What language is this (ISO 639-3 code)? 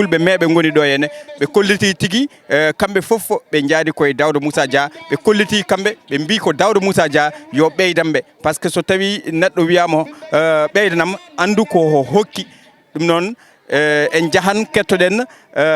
ful